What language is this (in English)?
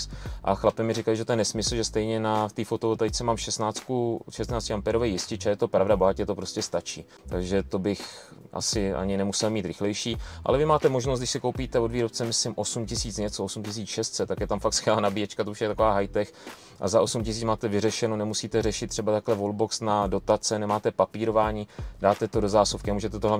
Czech